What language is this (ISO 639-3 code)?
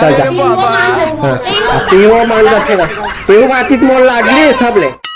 hne